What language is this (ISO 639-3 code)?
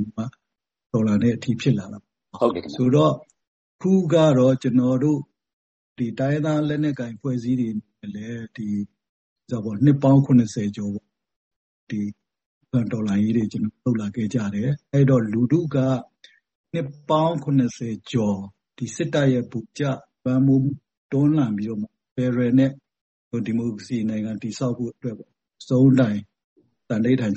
mya